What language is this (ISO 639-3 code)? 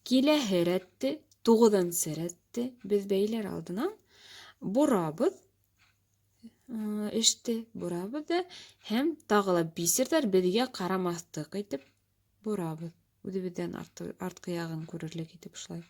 bak